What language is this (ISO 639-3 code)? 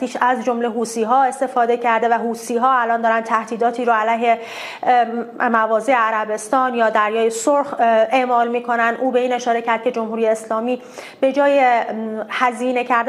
fas